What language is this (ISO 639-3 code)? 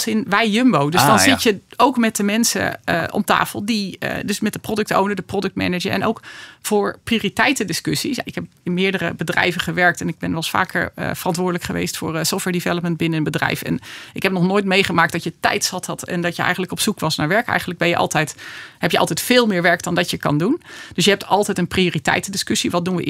nld